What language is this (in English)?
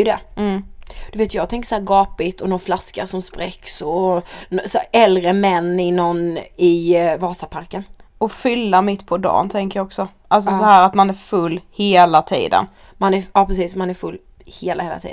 Swedish